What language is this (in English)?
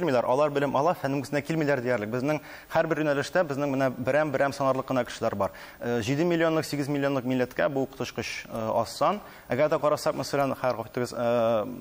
Tatar